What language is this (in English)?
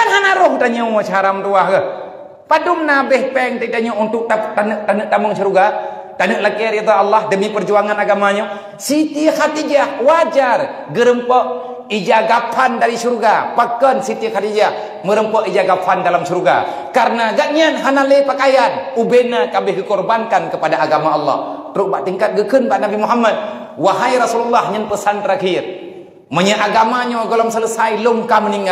Achinese